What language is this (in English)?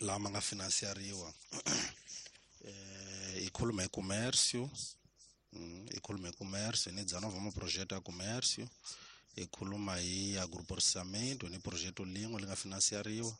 Tsonga